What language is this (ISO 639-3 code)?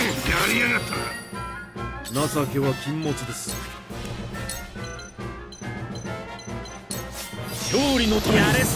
jpn